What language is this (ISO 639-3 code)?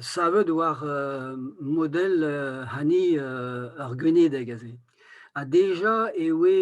bre